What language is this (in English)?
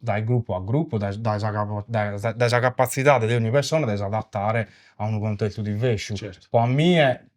Sardinian